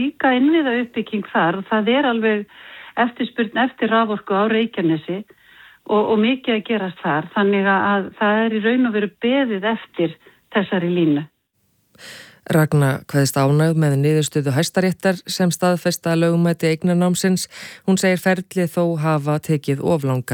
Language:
Icelandic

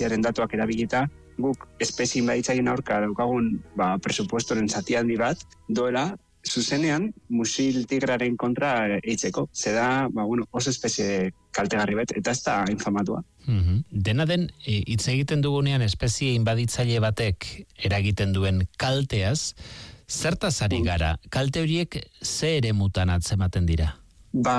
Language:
Basque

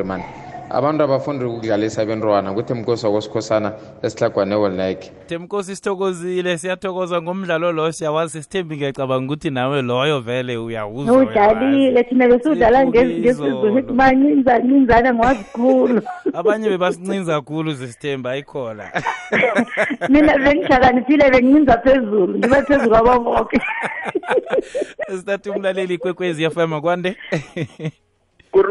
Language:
South Ndebele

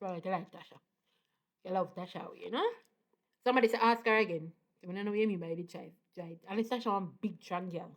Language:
Jamaican Creole English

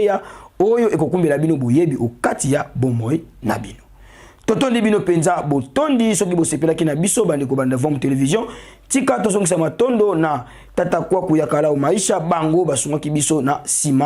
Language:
Lingala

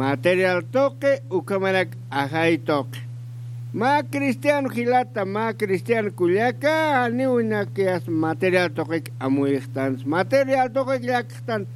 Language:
Aymara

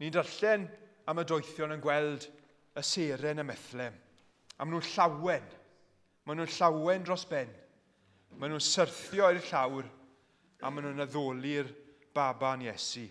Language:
Welsh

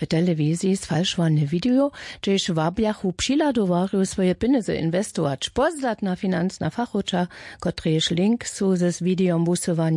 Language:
Upper Sorbian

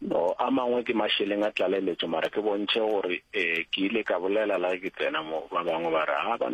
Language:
Northern Sotho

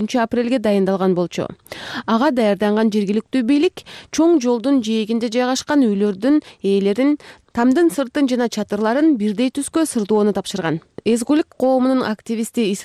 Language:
Kyrgyz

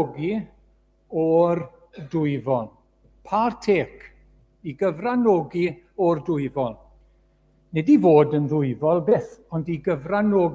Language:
Welsh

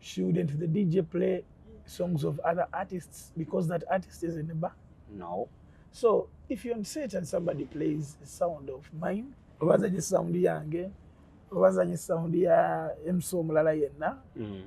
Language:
Ganda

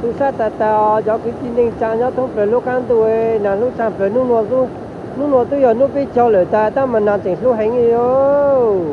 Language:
Hmong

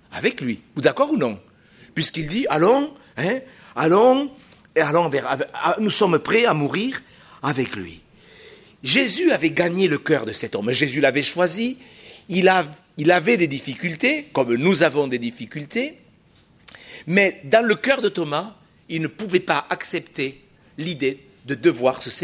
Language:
French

